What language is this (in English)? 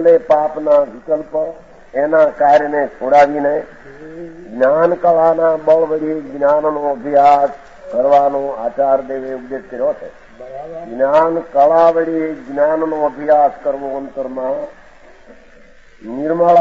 Gujarati